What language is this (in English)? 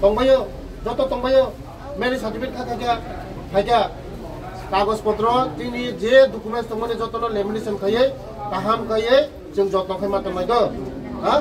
Kok Borok